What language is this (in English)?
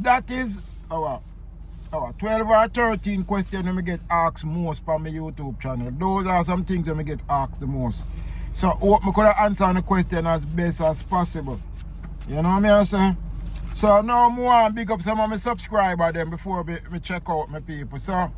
Jamaican Creole English